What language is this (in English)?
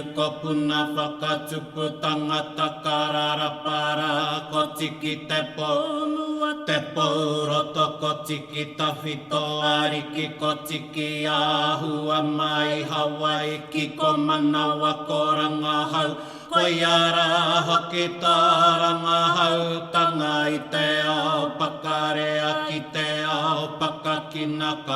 Māori